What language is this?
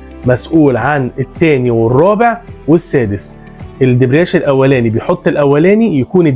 Egyptian Arabic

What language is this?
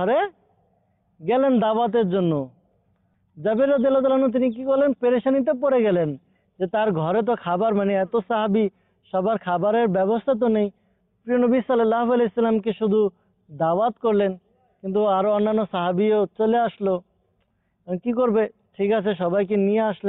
Bangla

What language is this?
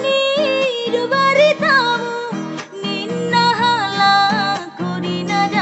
Batak Toba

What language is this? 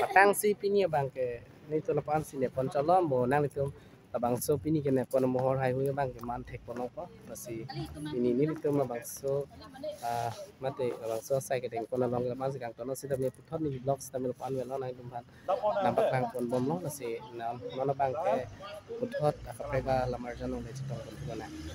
Karbi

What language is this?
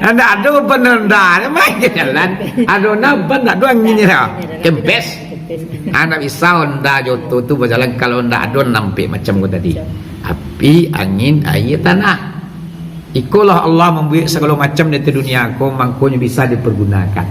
Minangkabau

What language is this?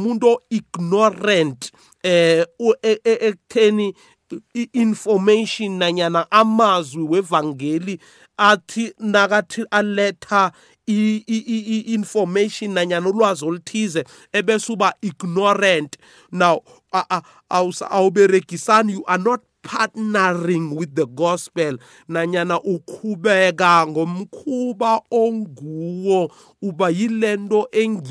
South Ndebele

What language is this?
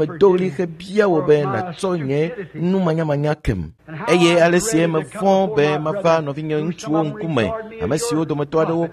Ewe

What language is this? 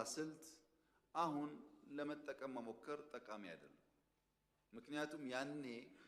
Amharic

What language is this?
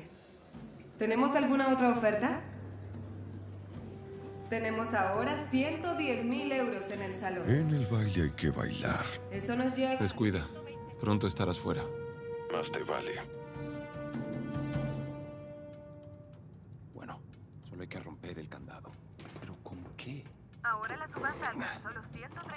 Spanish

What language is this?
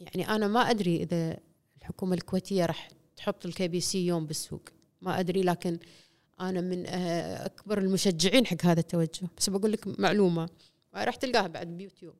Gulf Arabic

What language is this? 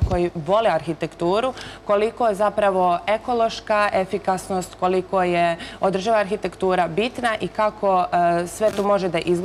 Serbian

